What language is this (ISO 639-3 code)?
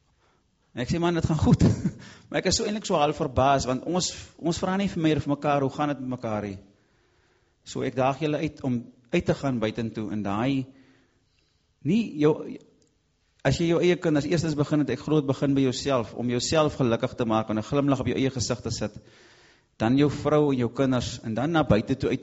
afr